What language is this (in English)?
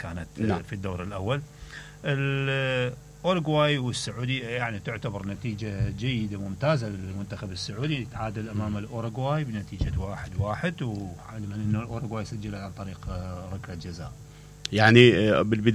Mesopotamian Arabic